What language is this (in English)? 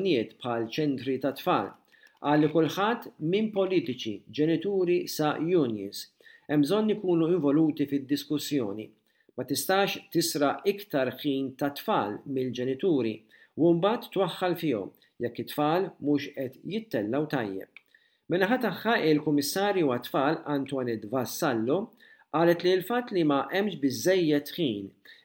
Maltese